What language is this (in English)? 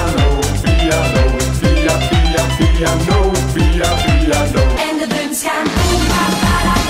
Dutch